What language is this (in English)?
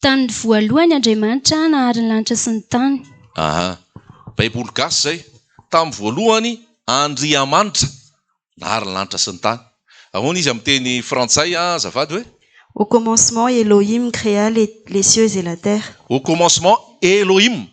Malagasy